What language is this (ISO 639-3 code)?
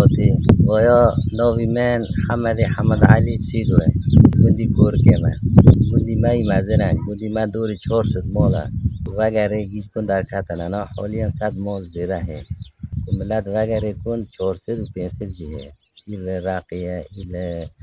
kur